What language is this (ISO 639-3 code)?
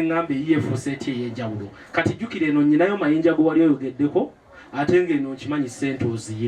lug